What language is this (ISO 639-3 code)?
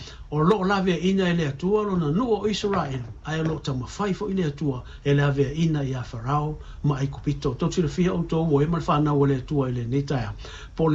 smo